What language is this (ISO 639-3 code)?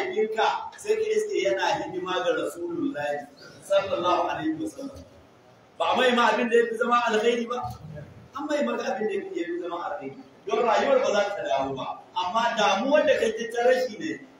hau